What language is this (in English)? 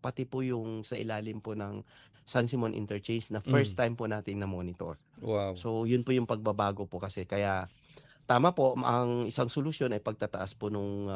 Filipino